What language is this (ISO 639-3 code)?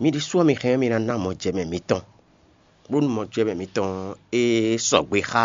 fon